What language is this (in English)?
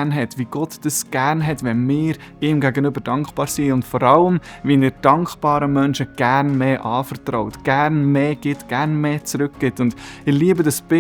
Swiss German